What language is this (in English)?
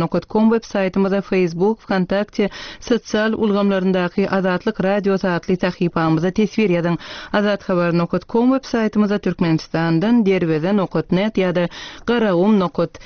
Turkmen